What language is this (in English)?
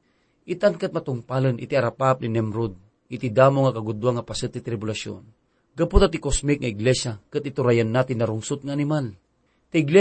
Iloko